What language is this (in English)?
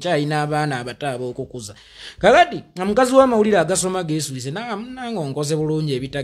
Ganda